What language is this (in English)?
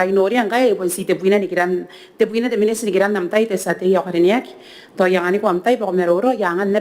Gilbertese